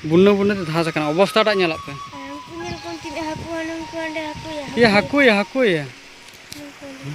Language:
Santali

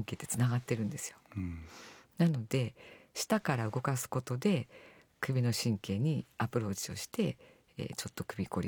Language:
Japanese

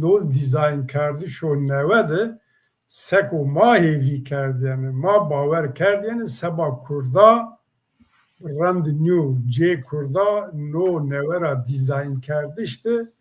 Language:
Zaza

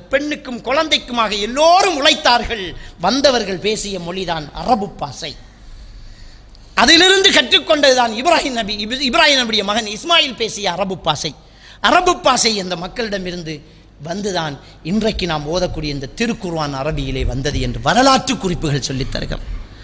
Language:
Tamil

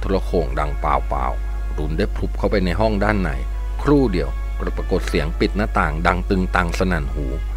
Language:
Thai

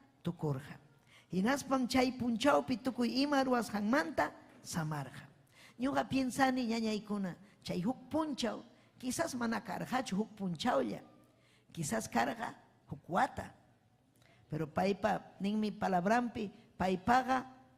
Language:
Ayacucho Quechua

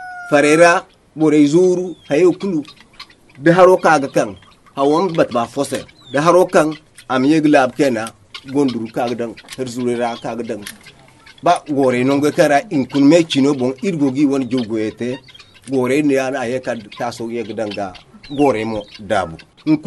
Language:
Zarma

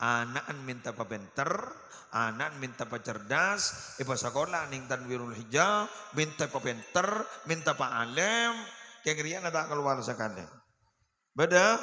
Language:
Madurese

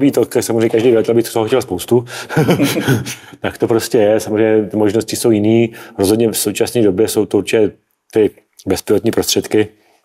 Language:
Czech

